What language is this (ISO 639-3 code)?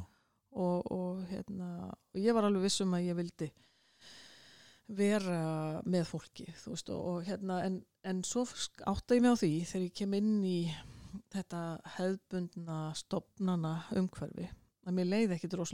isl